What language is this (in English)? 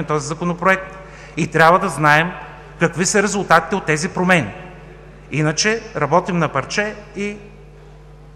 Bulgarian